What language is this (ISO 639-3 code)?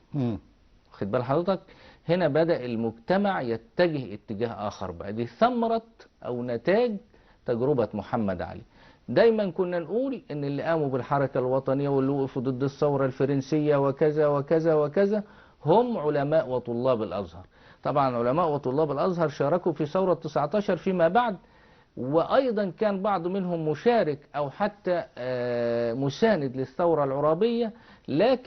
arz